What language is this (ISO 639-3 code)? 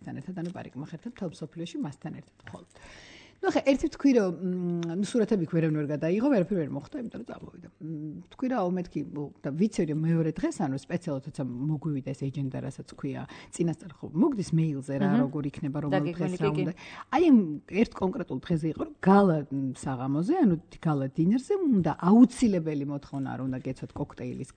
kat